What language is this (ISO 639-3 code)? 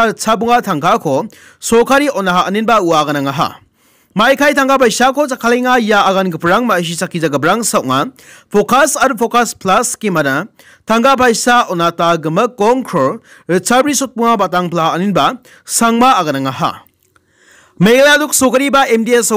grt